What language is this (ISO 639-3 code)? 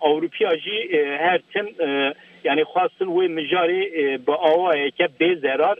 kur